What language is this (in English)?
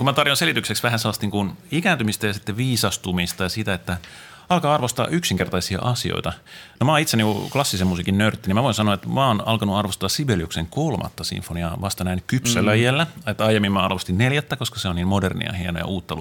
Finnish